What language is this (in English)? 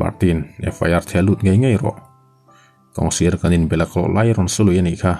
Mizo